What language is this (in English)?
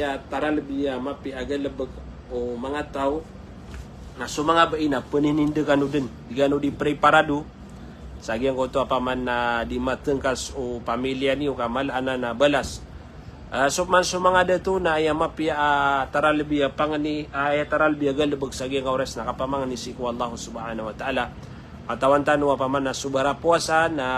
Maranao